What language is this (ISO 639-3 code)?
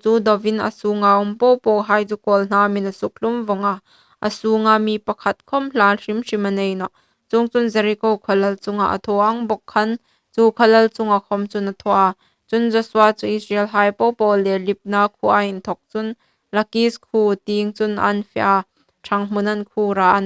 hmr